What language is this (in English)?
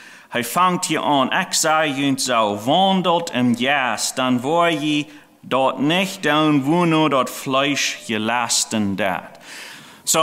Plautdietsch